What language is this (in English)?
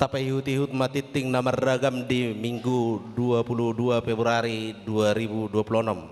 Batak Toba